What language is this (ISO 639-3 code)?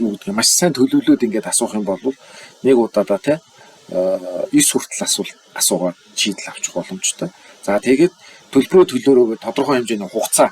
mon